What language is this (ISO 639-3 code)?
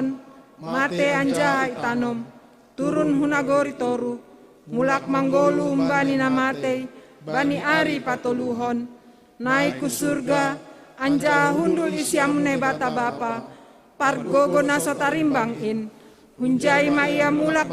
bts